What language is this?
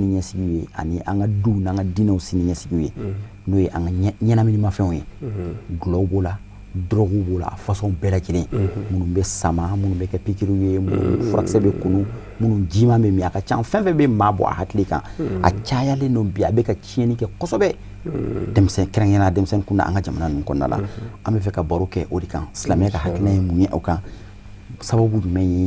Bambara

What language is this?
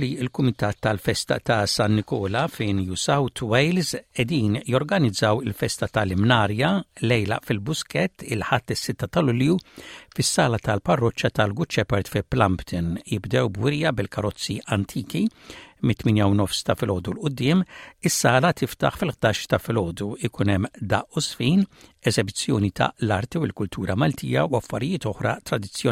Maltese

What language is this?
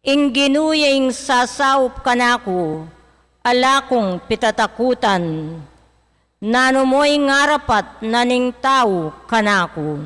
Pampanga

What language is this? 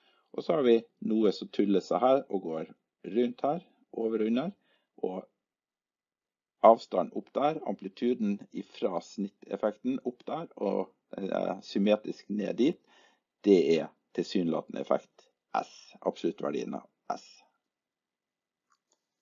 Norwegian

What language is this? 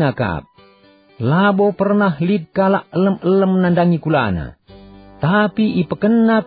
Batak Karo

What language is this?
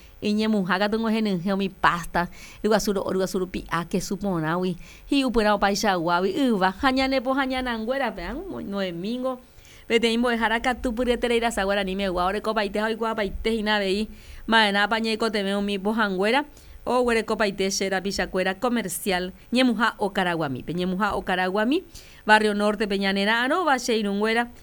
Guarani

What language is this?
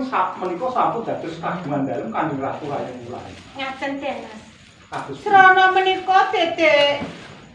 Javanese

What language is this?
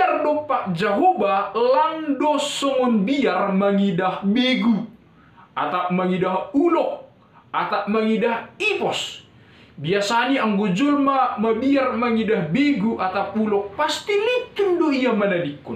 Batak Simalungun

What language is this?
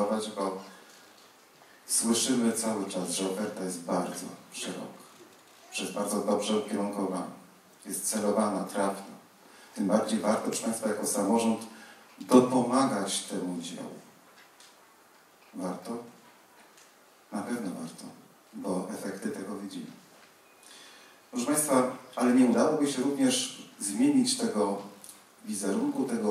Polish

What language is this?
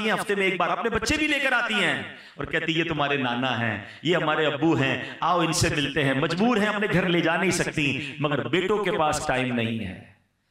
Hindi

